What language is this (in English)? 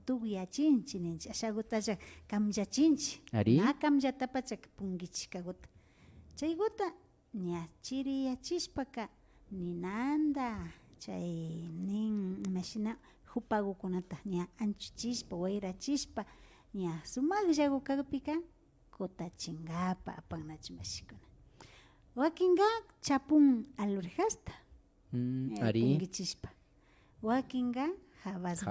Imbabura Highland Quichua